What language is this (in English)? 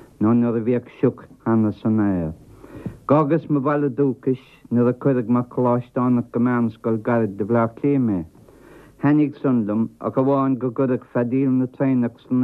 Irish